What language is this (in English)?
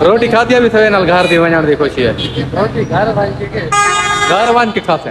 Saraiki